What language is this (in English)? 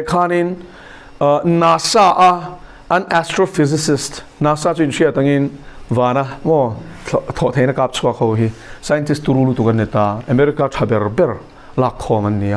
Mizo